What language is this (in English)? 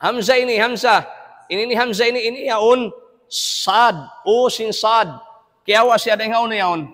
Tausug